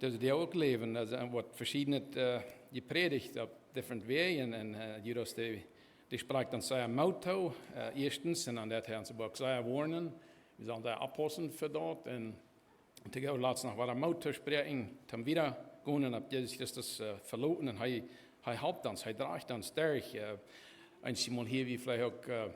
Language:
Plautdietsch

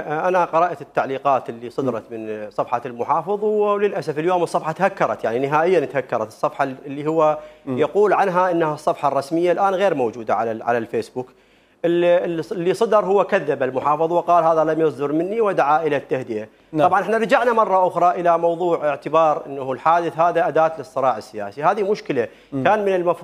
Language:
Mesopotamian Arabic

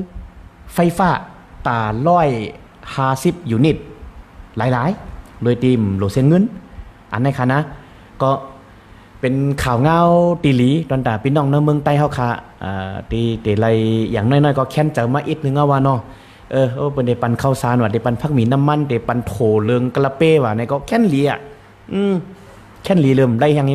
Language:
Shan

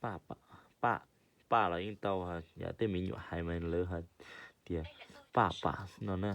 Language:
Hmong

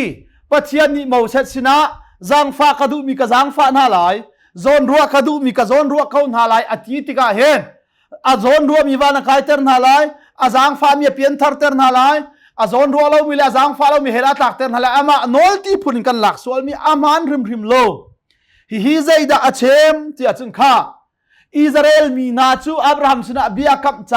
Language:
Hakha Chin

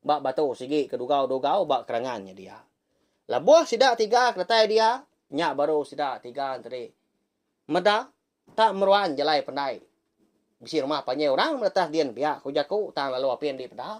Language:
Iban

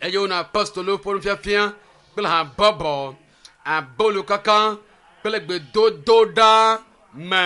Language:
Ewe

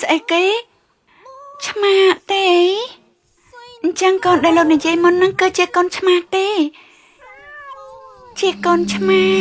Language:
Khmer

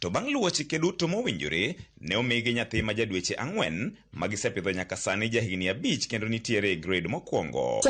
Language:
Luo (Kenya and Tanzania)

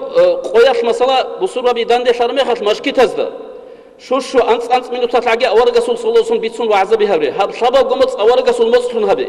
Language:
Avaric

